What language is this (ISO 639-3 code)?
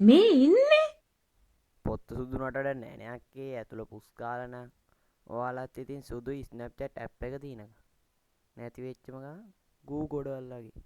sin